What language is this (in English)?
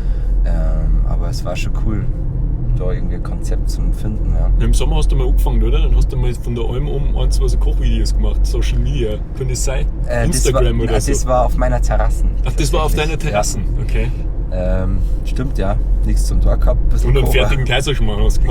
Bavarian